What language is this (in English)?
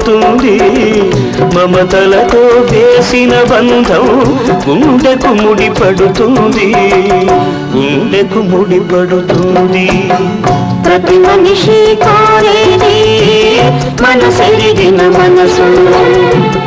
Telugu